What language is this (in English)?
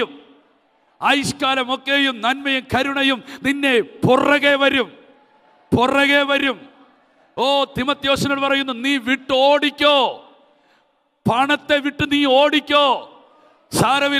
Malayalam